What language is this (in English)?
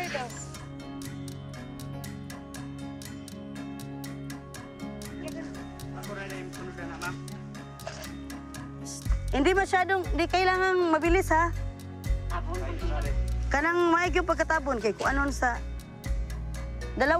Filipino